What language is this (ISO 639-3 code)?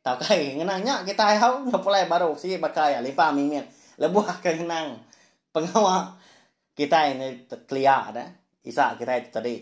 iba